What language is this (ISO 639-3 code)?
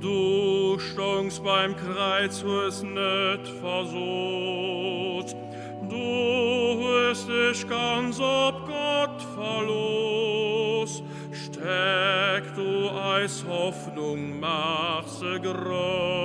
ltz